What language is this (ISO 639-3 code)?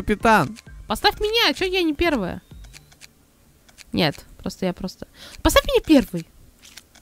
rus